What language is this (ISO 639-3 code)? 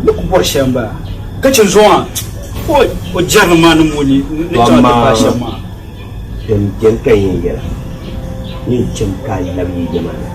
dag